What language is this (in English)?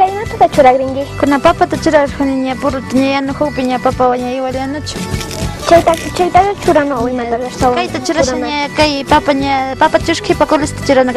Imbabura Highland Quichua